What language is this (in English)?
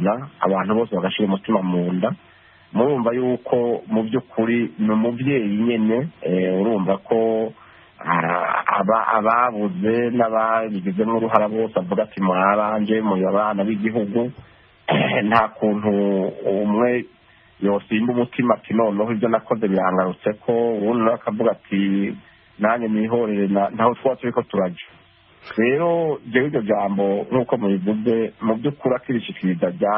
Rundi